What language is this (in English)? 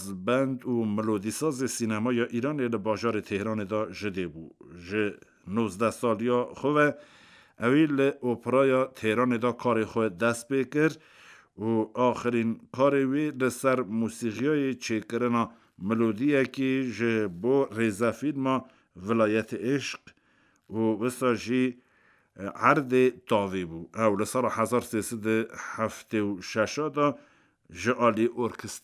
Kurdish